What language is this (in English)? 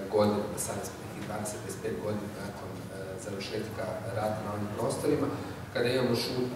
Croatian